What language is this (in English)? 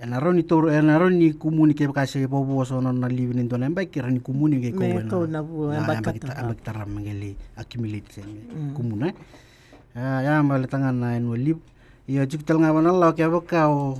Fijian